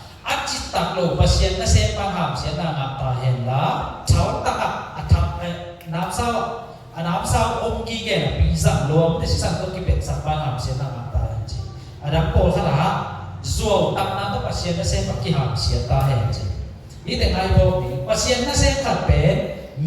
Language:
Tedim Chin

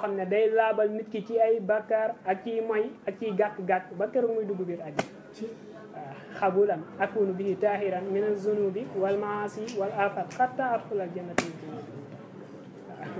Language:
Wolof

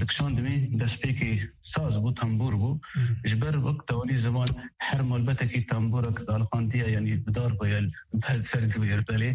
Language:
Kurdish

